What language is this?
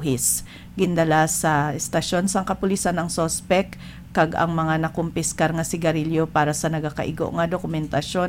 Hiligaynon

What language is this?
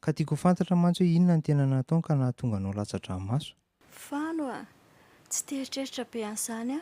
Malagasy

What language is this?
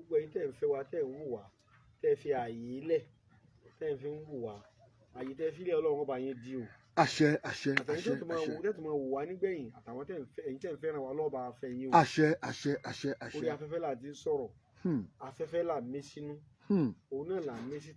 Yoruba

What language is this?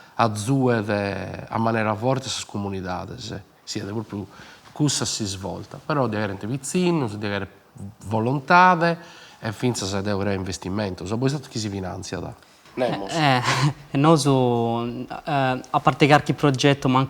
Sardinian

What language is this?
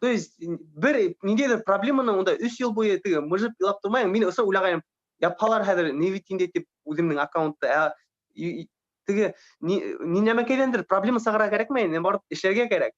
Bashkir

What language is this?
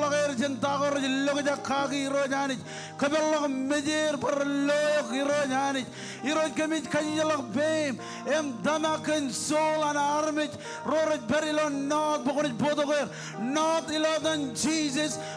Marshallese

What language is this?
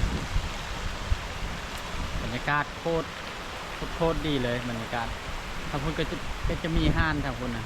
Lao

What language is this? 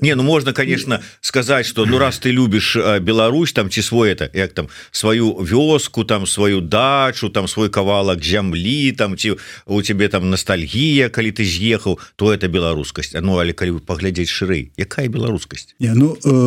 Belarusian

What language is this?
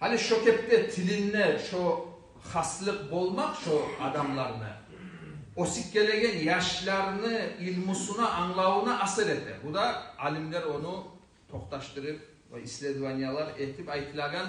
Kumyk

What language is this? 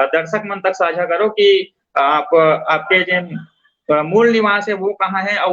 Chhattisgarhi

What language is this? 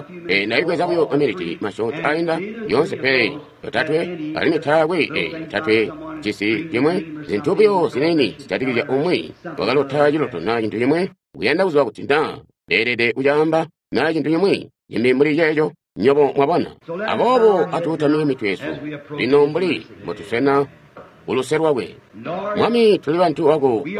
Tonga (Zambia)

